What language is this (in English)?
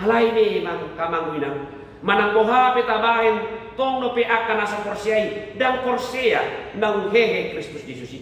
Batak Toba